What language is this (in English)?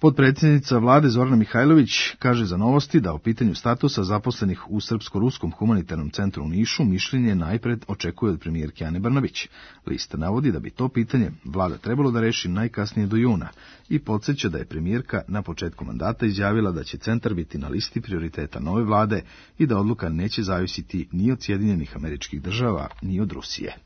Serbian